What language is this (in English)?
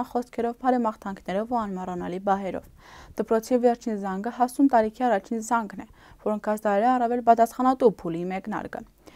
Armenian